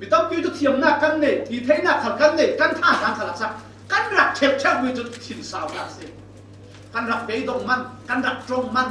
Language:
Falam Chin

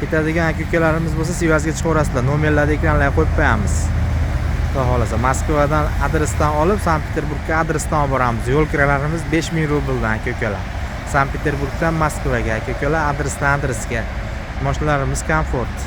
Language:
Uzbek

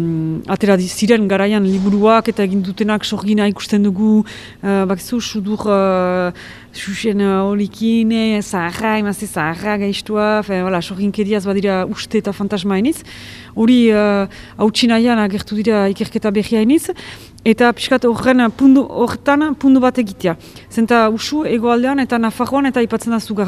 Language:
Basque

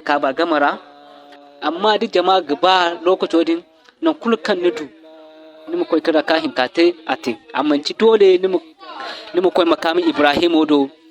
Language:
Zarma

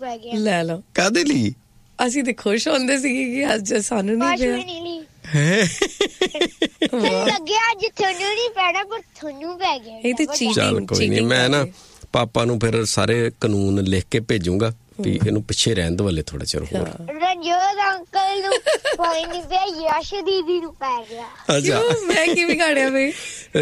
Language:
Punjabi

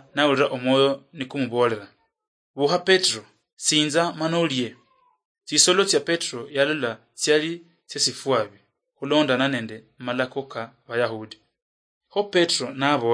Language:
Luyia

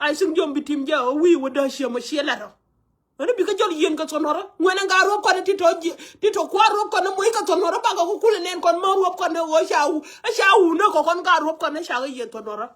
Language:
Nuer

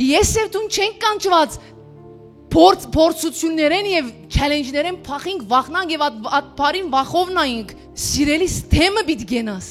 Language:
Western Armenian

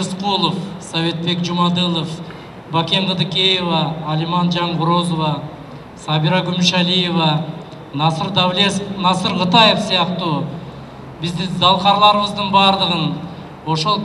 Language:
Kyrgyz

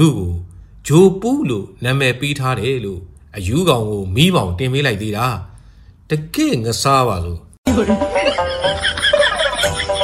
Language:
Burmese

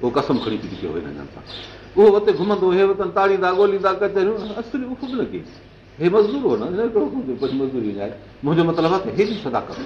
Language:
Sindhi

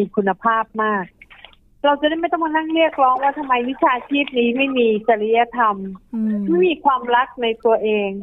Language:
Thai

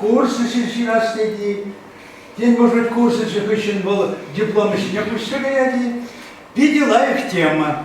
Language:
Chuvash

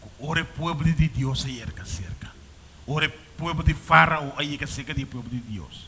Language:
Papiamento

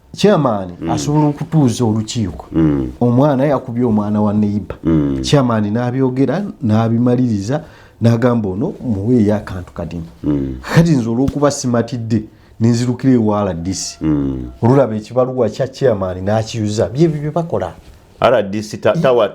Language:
Ganda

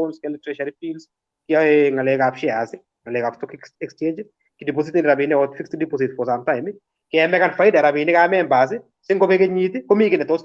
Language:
Kalenjin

